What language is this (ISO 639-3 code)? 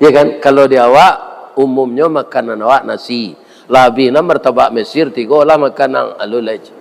min